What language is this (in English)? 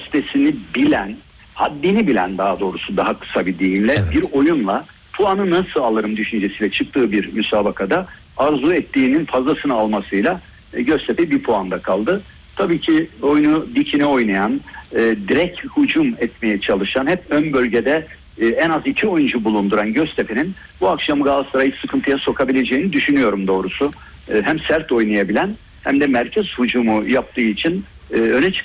Turkish